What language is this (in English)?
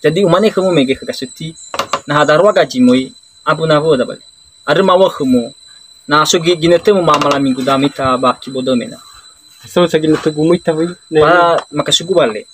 Nias